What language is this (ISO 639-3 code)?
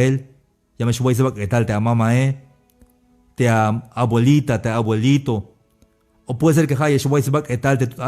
tzh